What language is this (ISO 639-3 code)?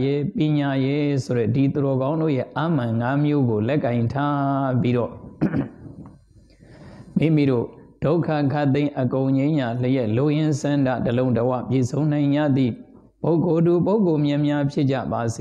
mya